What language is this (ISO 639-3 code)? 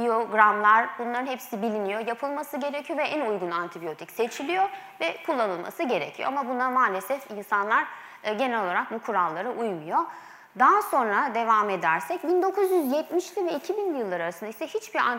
tur